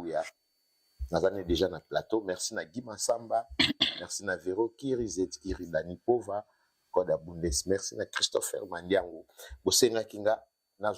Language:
Lingala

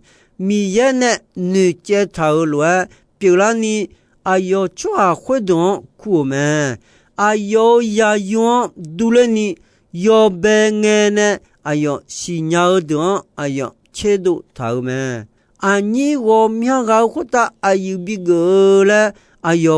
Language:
Akha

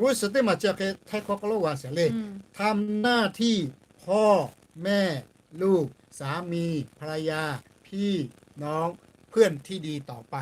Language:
Lahu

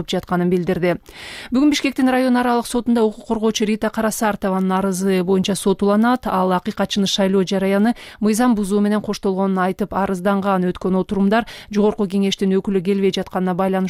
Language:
Kyrgyz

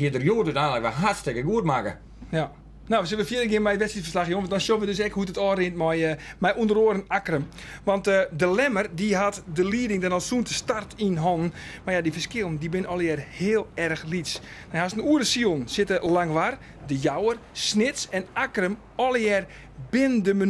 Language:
Western Frisian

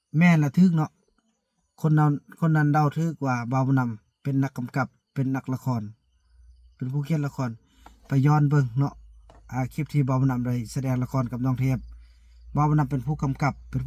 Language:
Lao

